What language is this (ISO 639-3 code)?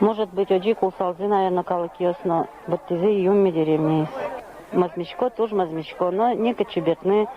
udm